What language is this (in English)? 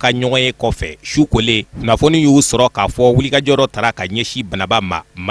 Bambara